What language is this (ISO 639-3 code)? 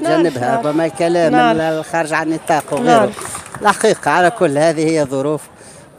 aeb